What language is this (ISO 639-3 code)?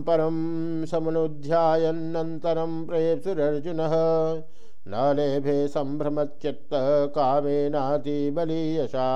san